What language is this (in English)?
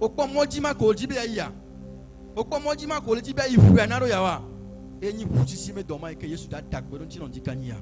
Ewe